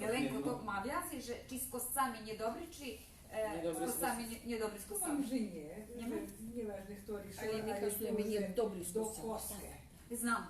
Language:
Rusyn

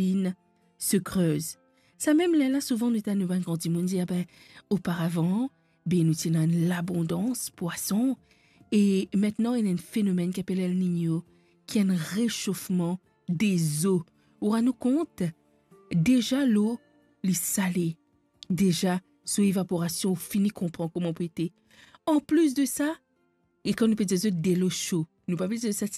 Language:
Morisyen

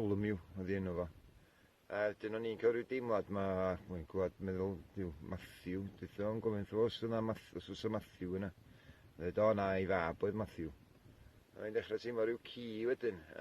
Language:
Welsh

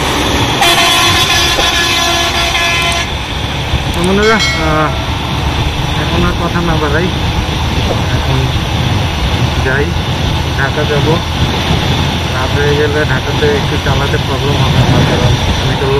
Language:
Bangla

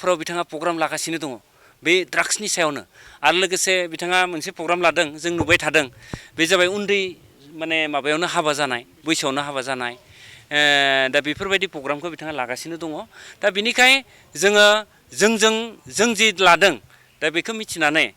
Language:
Bodo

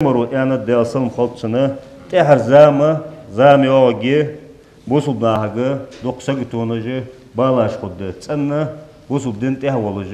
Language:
Ingush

